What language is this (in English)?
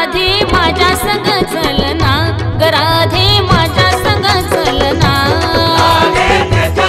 Marathi